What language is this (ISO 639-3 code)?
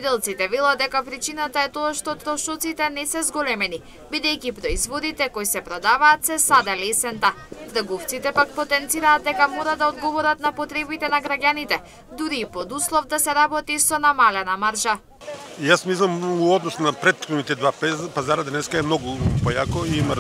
mkd